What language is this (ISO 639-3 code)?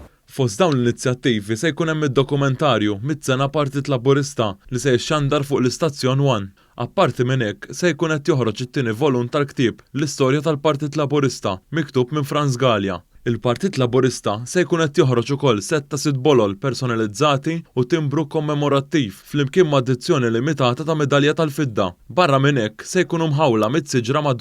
mlt